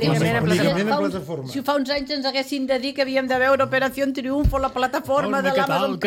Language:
Catalan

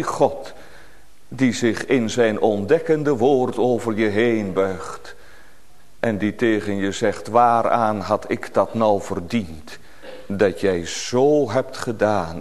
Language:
Dutch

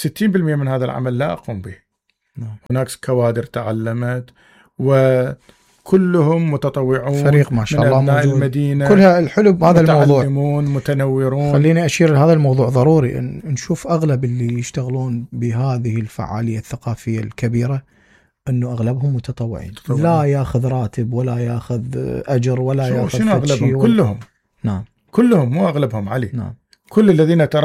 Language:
Mesopotamian Arabic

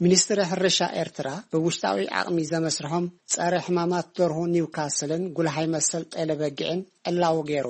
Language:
Tigrinya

